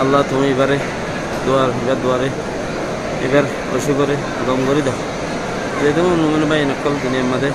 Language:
Rohingya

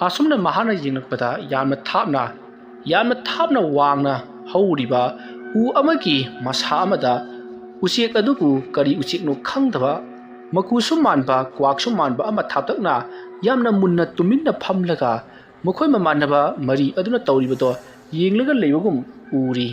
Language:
Manipuri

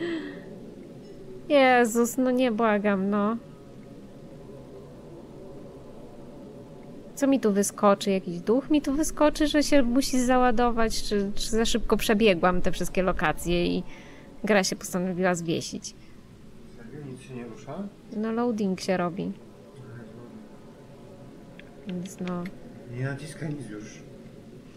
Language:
Polish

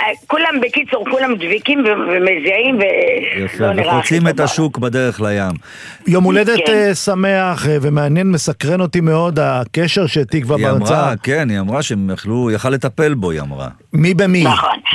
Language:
Hebrew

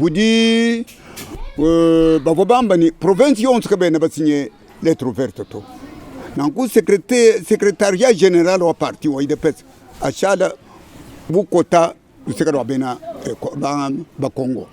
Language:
Luba-Lulua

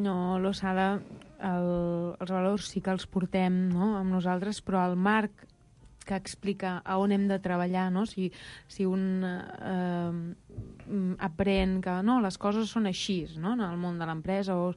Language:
Catalan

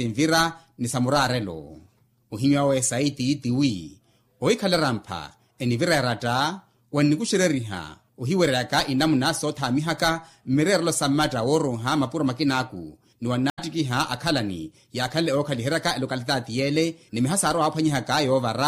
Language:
Makhuwa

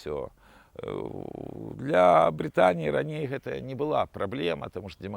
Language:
Belarusian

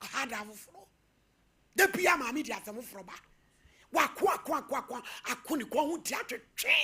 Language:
Akan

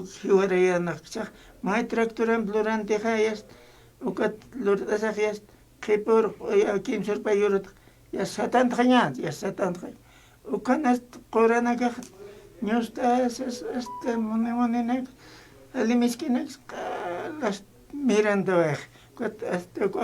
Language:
Aymara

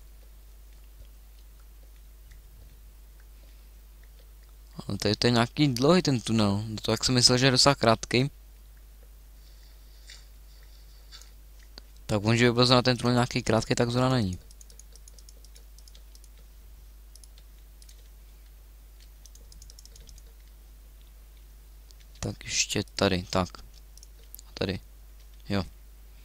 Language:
Czech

